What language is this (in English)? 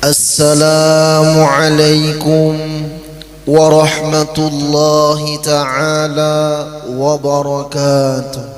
Banjar